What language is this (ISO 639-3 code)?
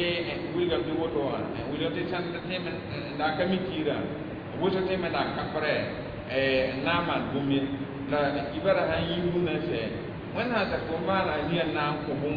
mos